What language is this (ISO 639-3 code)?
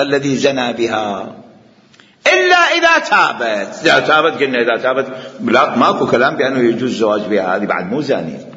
acm